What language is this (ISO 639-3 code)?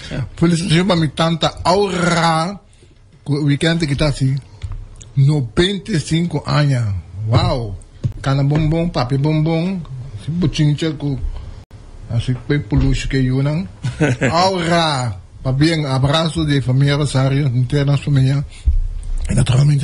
pap